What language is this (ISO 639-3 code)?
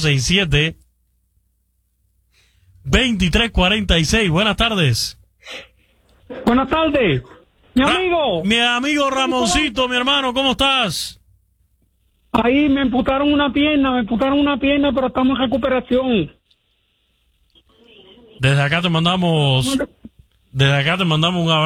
spa